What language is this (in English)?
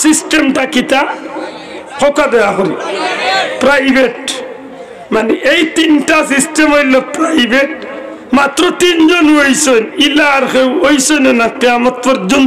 Sylheti